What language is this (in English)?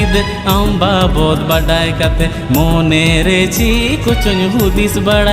Santali